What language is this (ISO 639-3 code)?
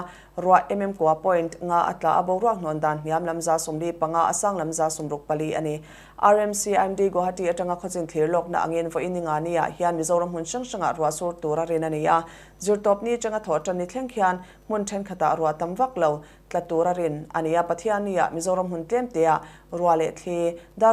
lus